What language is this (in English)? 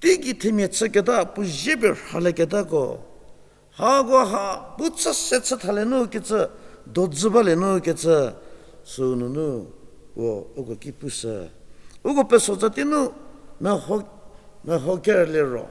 Angami Naga